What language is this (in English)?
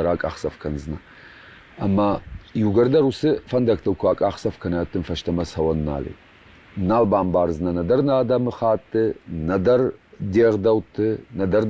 Ossetic